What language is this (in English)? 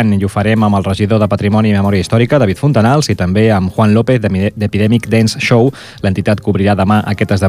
Catalan